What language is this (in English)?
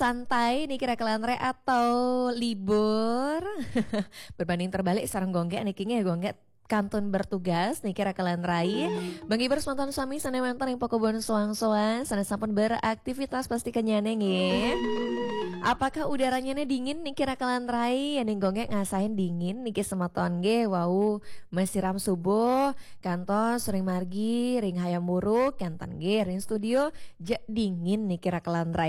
Balinese